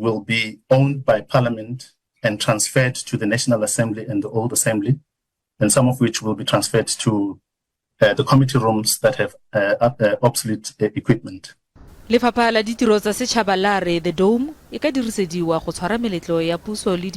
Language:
Tswana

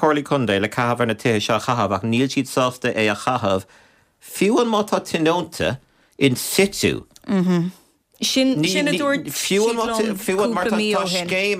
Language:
Irish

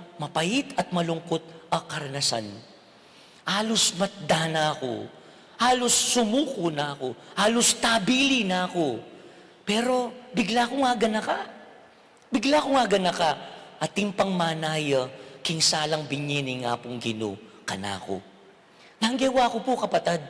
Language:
Pampanga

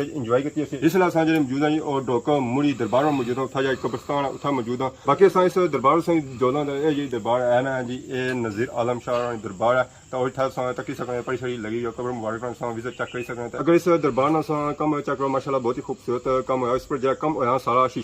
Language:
Pahari-Potwari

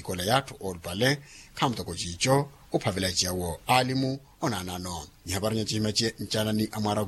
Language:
Makhuwa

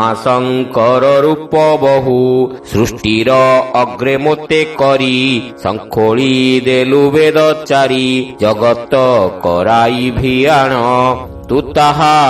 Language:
Odia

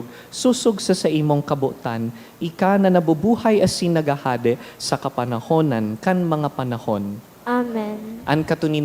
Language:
Bikol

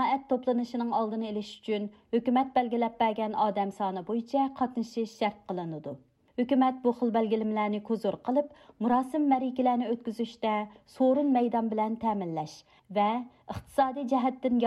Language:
Uyghur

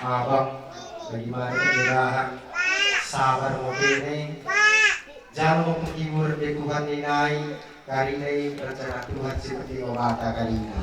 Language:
Batak Karo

